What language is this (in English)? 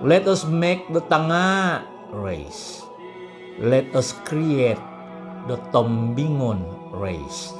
Central Dusun